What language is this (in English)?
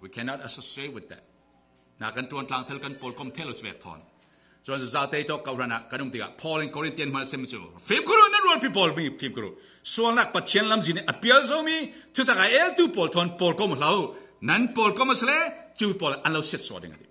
Falam Chin